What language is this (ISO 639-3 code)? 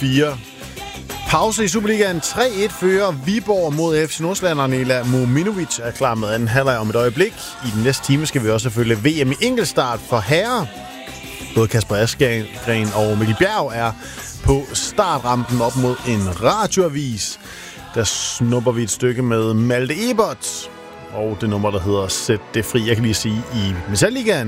dan